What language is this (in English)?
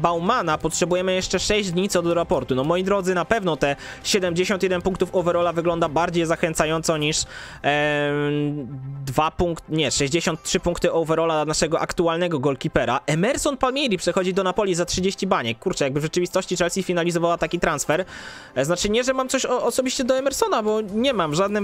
Polish